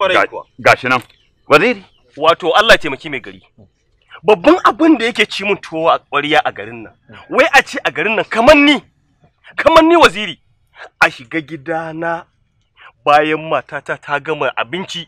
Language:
Hausa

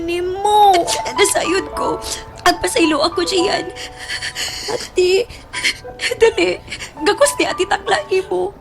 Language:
Cebuano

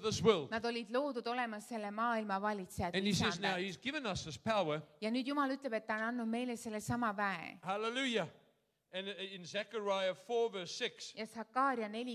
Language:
Estonian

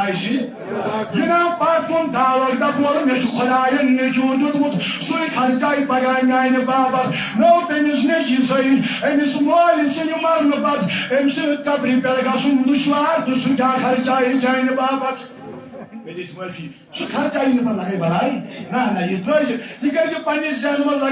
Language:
Kashmiri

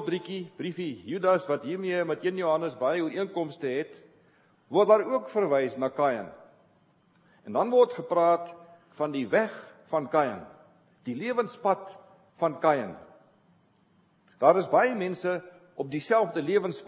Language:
Afrikaans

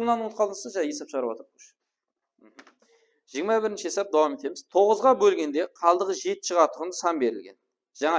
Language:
Kara-Kalpak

